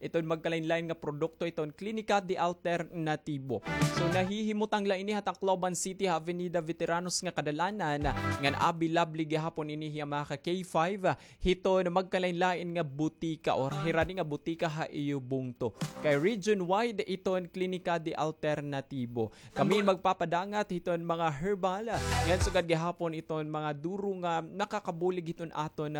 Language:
Waray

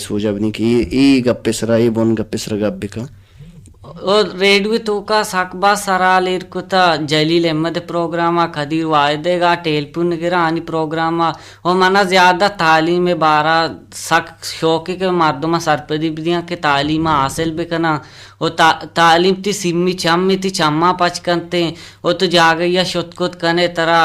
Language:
Baluchi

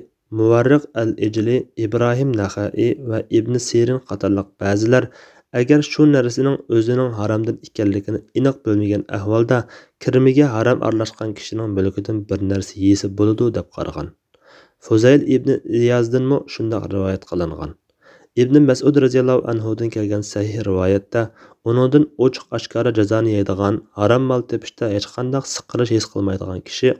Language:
Uyghur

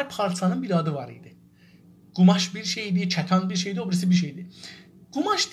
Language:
South Azerbaijani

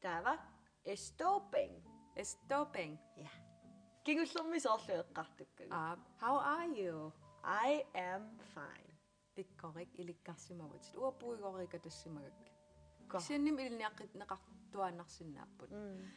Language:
Kalaallisut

